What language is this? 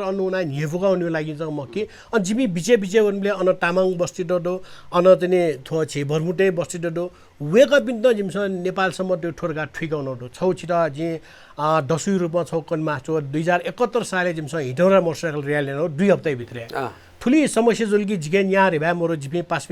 Newari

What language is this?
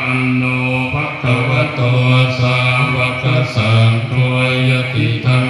Pali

